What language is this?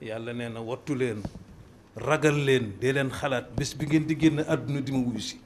Wolof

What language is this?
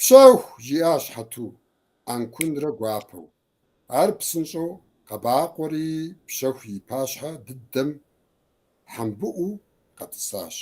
Kabardian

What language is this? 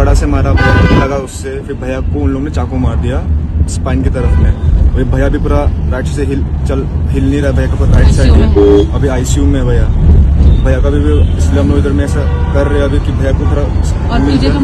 Riang (India)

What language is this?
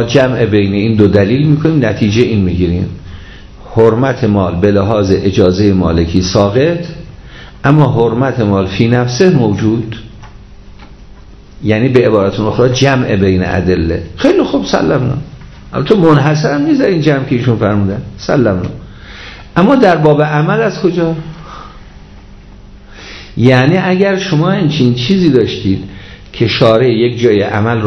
Persian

